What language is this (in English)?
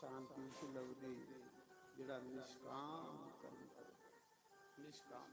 Dogri